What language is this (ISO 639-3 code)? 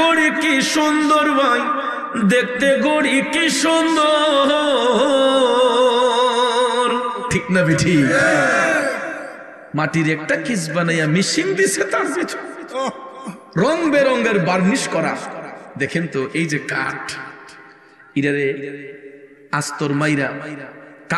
ben